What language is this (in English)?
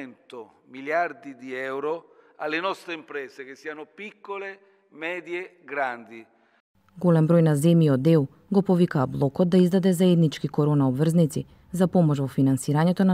Macedonian